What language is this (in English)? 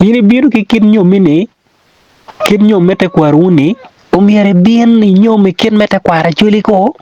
Acoli